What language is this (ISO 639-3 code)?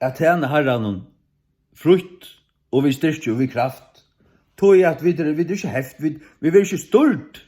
fao